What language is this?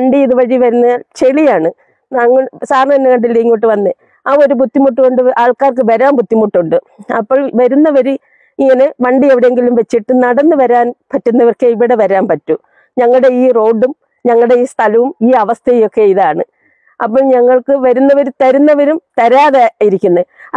Malayalam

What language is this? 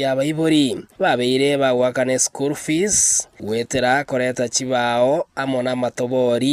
Gusii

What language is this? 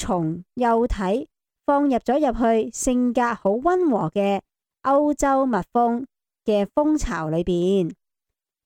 Cantonese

